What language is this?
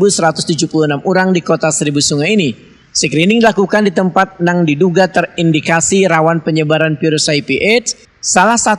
Banjar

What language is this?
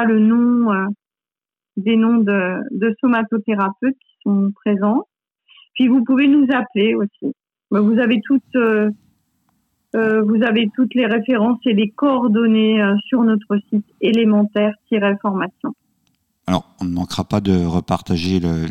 French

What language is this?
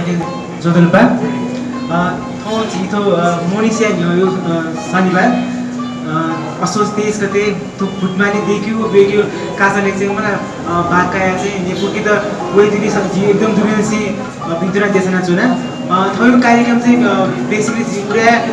Newari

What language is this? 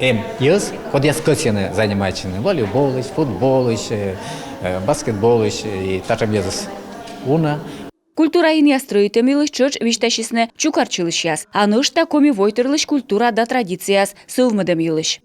Komi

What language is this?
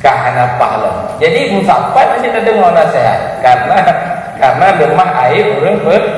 Achinese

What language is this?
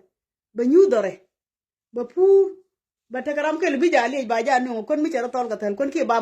Nuer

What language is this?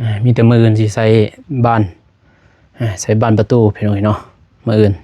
Lao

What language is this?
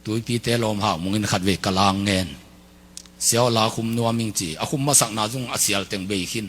Tedim Chin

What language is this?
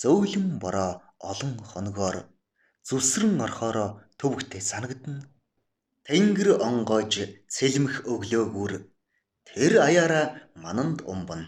Mongolian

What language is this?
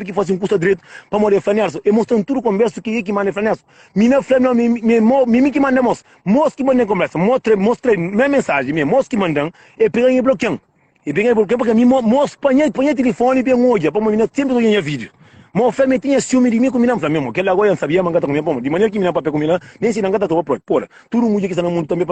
Kabuverdianu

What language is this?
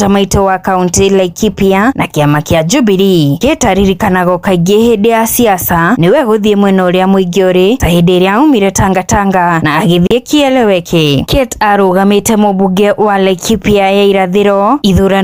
Kikuyu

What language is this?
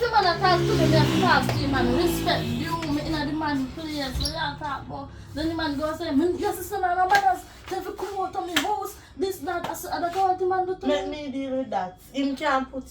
Jamaican Creole English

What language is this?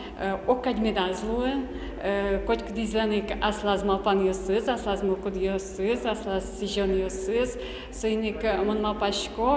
Udmurt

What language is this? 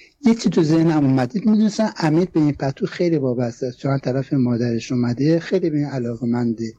Persian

